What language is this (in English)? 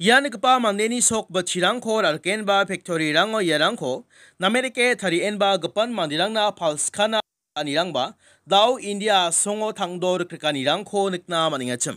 Garo